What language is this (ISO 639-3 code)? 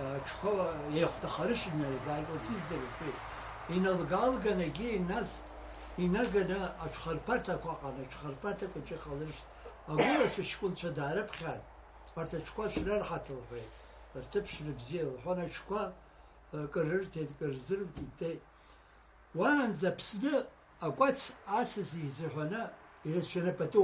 abk